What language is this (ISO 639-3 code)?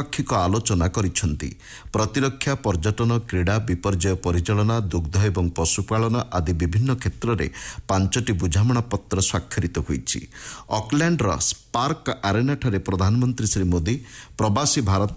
ori